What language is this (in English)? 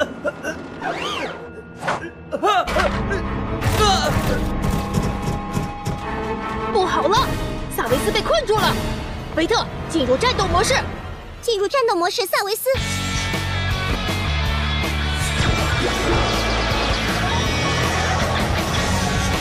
Chinese